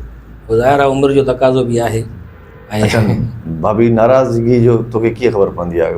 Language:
Sindhi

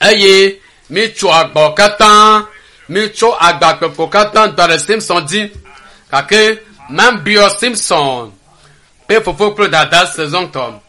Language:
Ewe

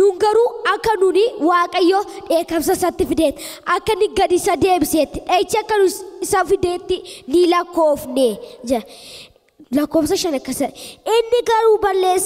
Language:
Oromo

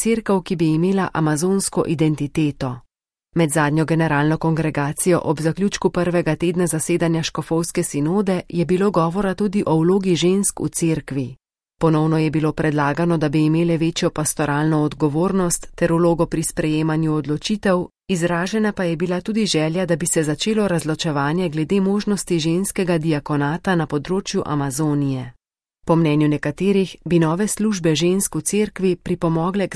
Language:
Slovenian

